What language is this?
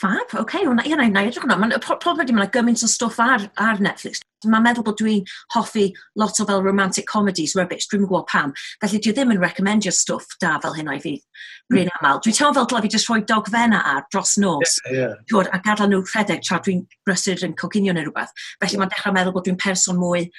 Welsh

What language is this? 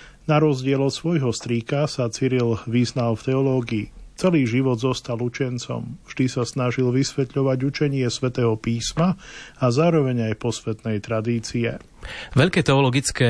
Slovak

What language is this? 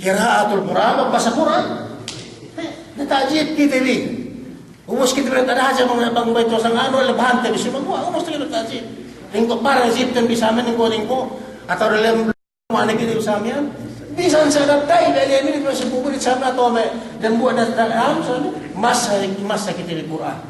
Yakan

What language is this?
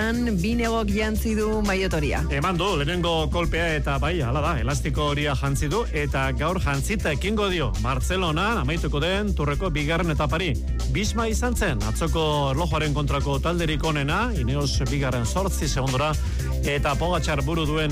Basque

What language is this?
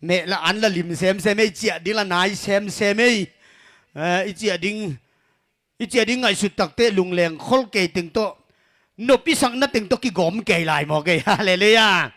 Tedim Chin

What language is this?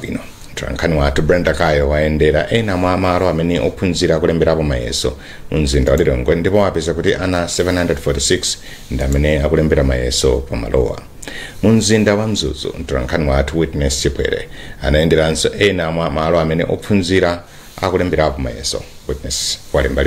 Nyanja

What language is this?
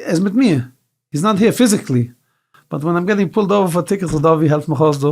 Yiddish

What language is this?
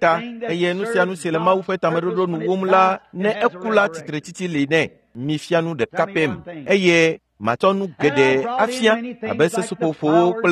Ewe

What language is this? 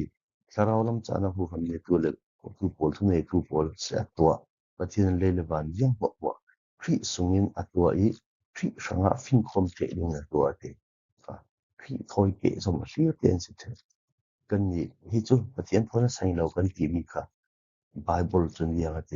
Falam Chin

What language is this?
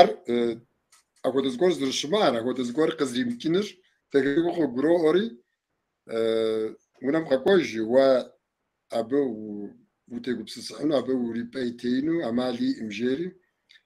Kabardian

